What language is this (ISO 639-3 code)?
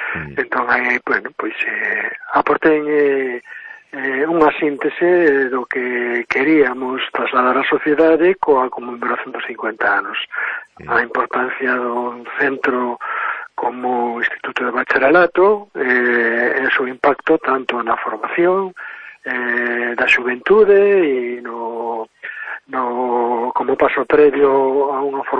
glg